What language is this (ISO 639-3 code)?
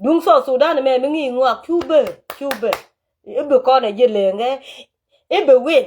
nus